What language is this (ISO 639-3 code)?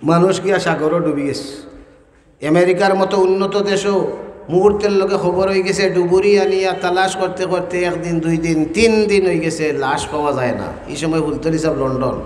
syl